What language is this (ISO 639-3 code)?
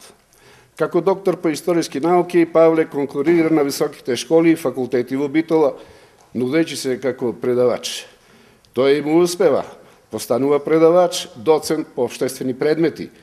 mkd